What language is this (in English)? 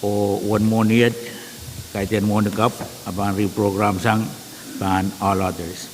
Pohnpeian